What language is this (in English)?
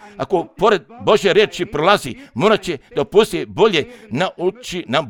Serbian